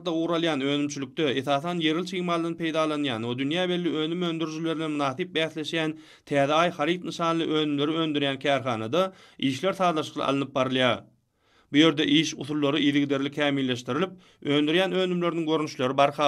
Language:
Turkmen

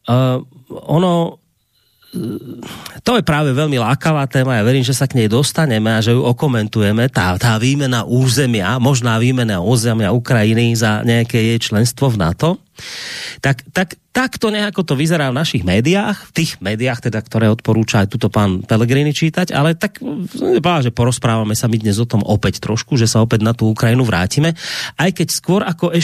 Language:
Slovak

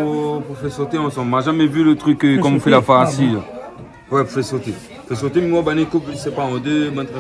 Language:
Réunion Creole French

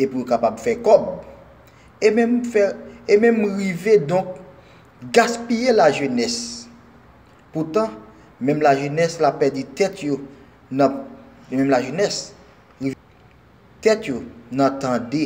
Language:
Haitian Creole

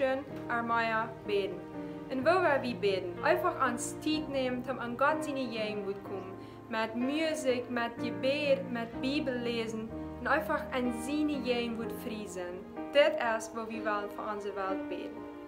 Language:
Plautdietsch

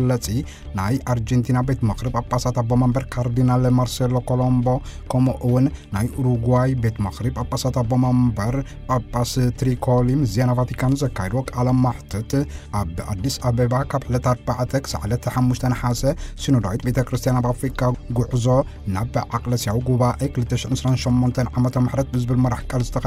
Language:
Tigrinya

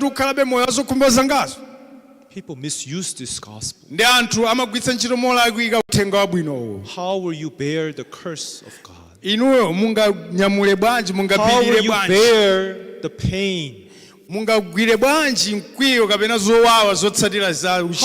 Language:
Nyanja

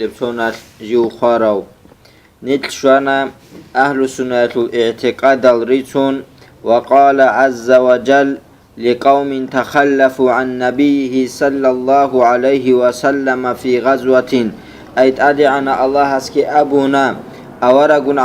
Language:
Avaric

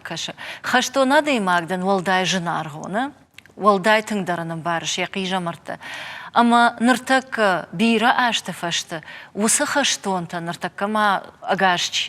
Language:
Ossetic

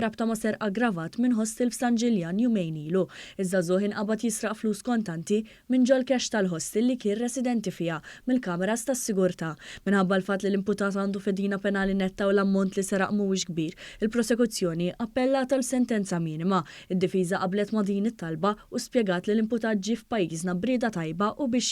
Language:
Maltese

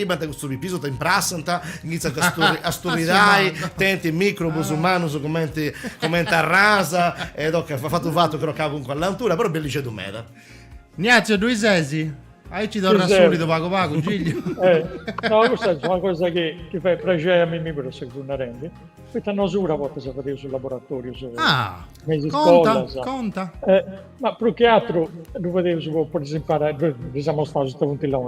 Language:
Sardinian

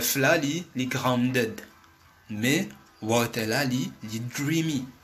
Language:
Morisyen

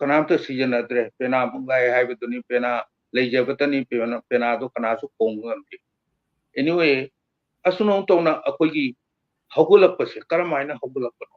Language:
Manipuri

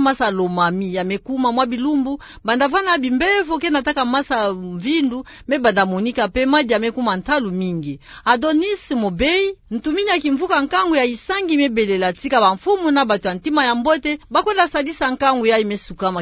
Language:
Kituba (Democratic Republic of Congo)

